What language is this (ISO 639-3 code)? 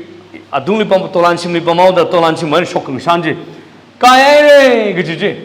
nmf